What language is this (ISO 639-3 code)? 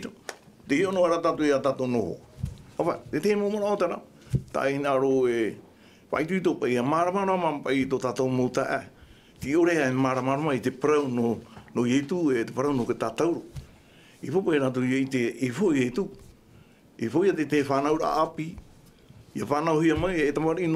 tah